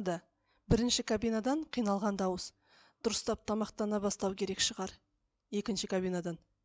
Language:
Kazakh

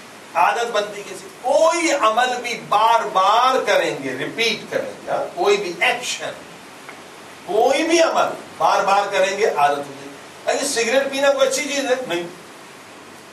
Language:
Urdu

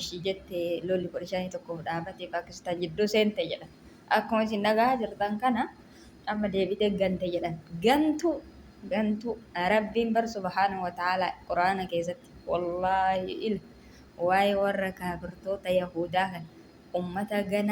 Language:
Oromo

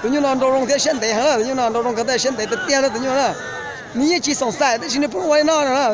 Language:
Hmong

